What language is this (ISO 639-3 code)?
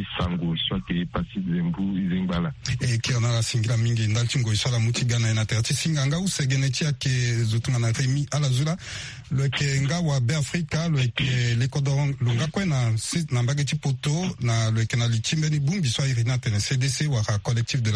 sag